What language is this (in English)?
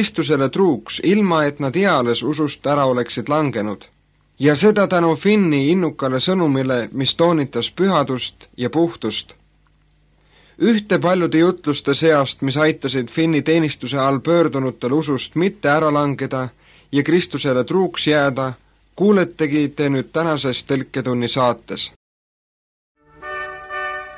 Estonian